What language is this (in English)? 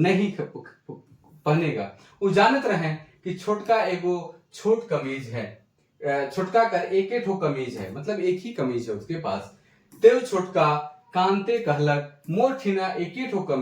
Sadri